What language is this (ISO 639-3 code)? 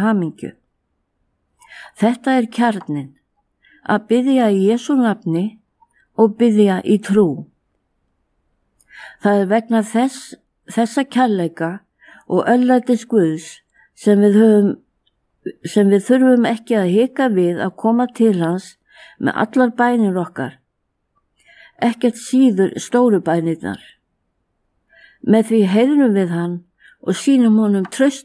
isl